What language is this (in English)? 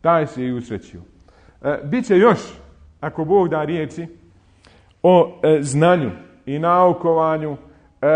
Bosnian